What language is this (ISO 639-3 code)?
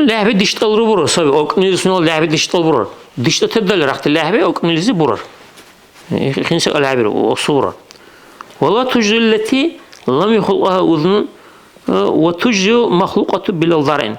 dar